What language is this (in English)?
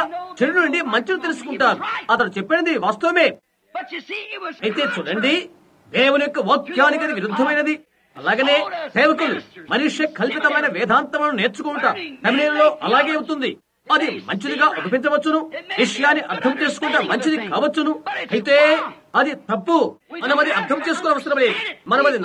Telugu